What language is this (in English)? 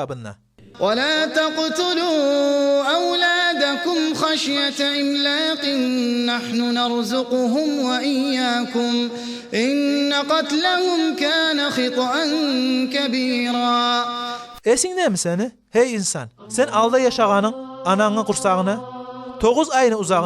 Kumyk